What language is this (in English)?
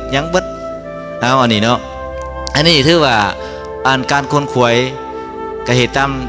Lao